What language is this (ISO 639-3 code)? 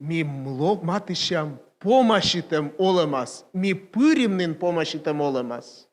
kom